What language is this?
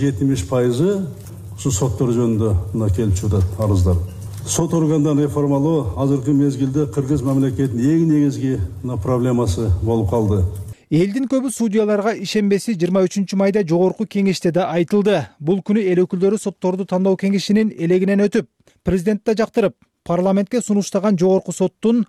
Kyrgyz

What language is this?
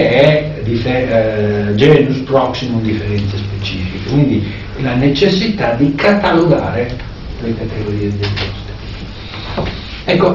Italian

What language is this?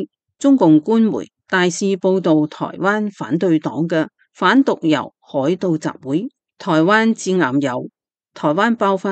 Cantonese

